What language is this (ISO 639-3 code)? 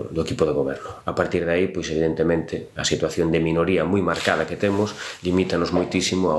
glg